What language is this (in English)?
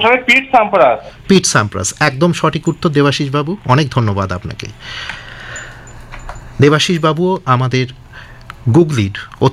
Bangla